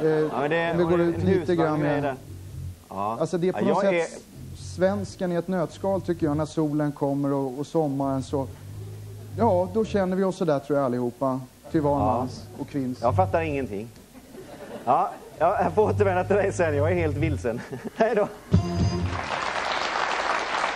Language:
Swedish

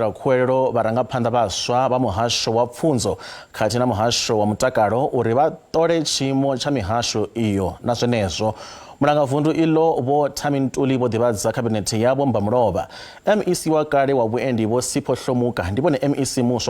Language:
Venda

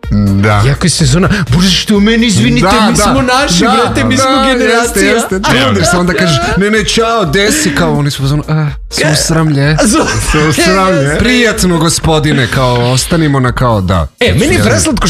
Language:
Serbian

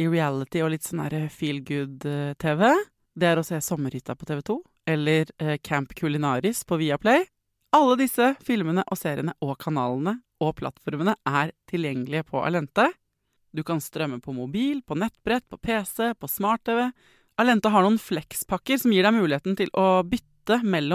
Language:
Norwegian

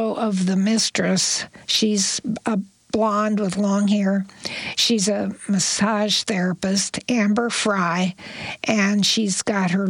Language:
English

